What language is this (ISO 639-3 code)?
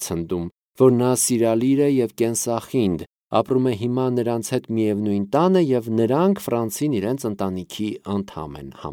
hye